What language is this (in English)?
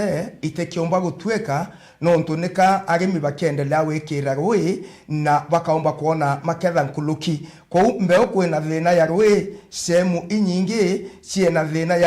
Meru